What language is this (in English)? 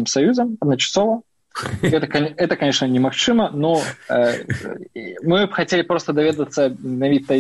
Belarusian